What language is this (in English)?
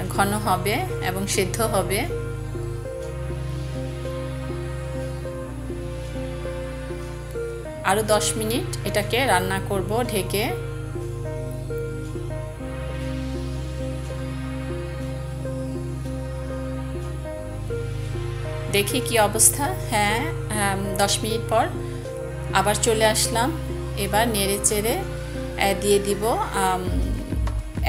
Bangla